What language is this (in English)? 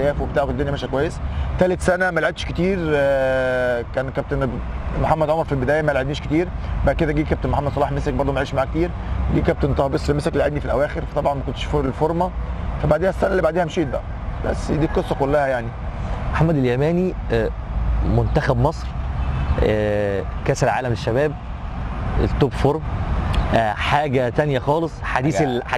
Egyptian Arabic